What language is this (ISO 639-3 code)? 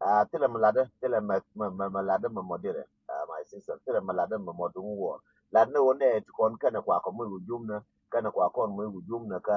nus